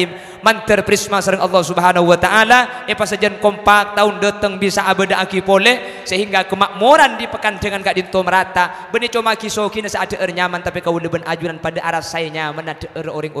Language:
Madurese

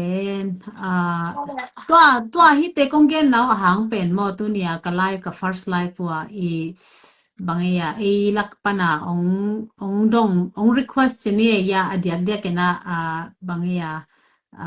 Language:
Tedim Chin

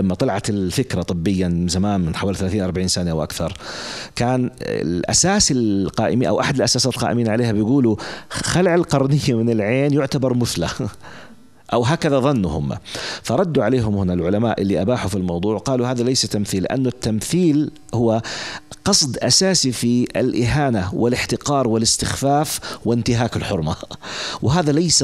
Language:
North Levantine Arabic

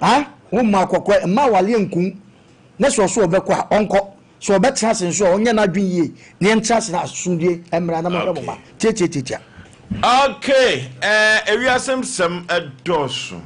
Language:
Akan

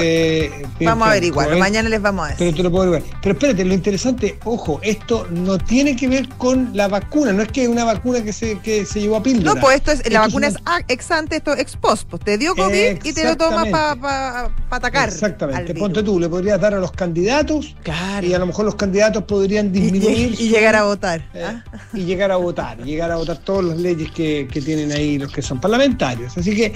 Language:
Spanish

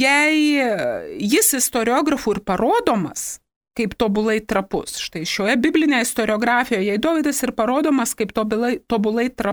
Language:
Lithuanian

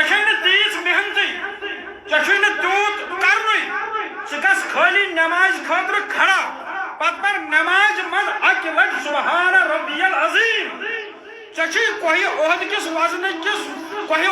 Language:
Kashmiri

